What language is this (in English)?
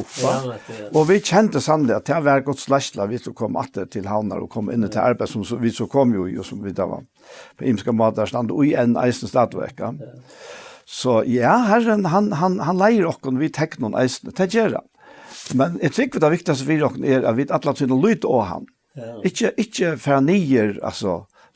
Faroese